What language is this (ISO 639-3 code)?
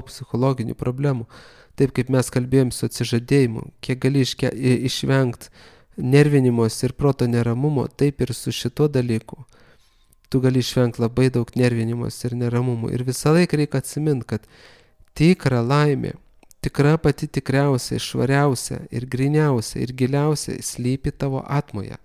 lit